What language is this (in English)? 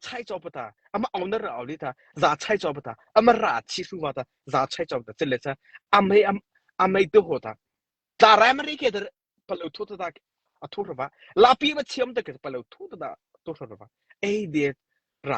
Mara Chin